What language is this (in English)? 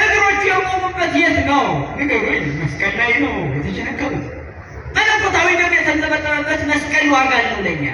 Amharic